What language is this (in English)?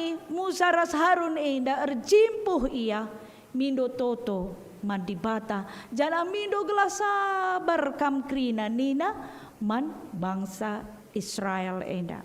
Batak Karo